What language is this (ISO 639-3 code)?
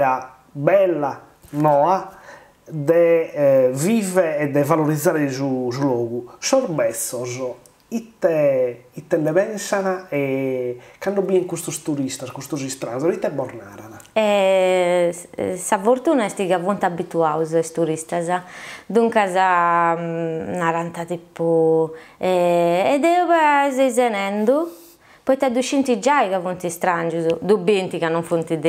srd